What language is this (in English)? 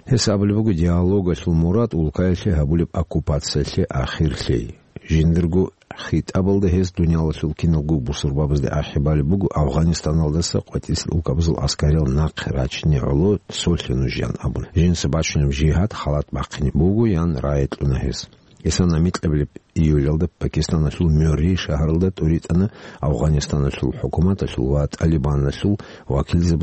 Avaric